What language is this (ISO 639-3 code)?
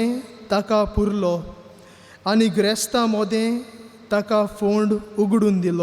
kok